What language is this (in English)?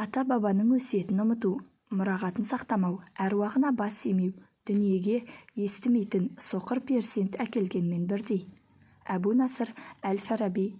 Kazakh